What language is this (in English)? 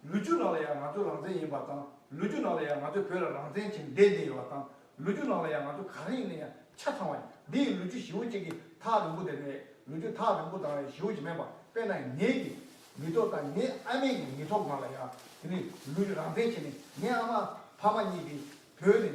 Tibetan